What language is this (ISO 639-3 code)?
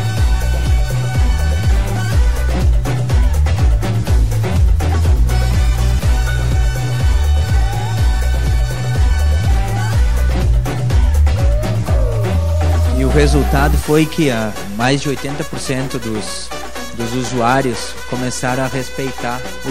por